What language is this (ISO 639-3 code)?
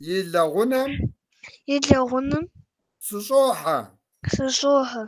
kbd